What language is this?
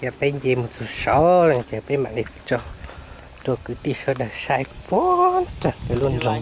Hmong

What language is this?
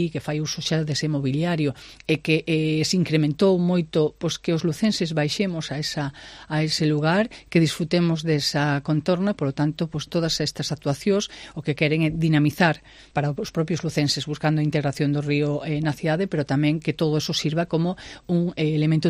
Galician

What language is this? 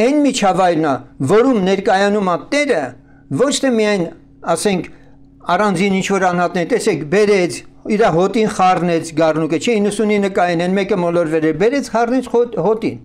Armenian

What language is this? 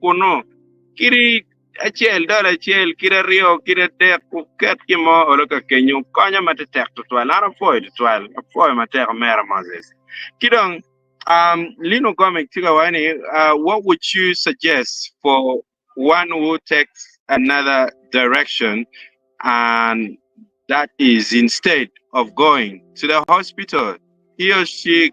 Acoli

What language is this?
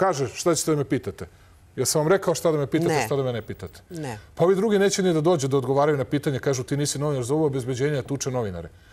Serbian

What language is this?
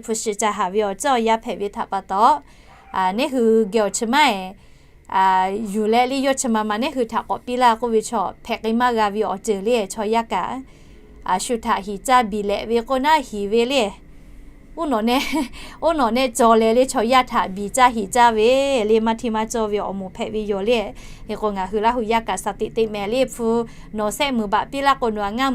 Lahu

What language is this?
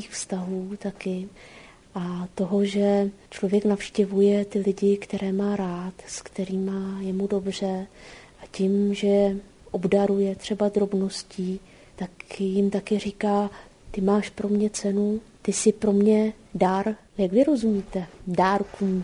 Czech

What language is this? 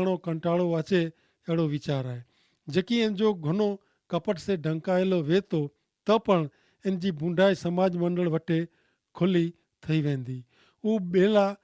Kachhi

